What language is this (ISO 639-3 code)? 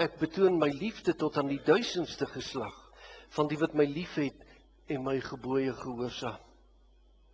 afr